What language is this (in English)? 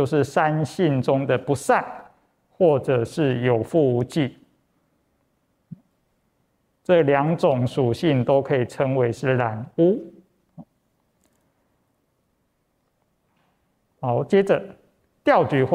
Chinese